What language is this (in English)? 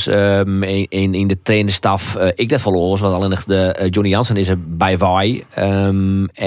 Western Frisian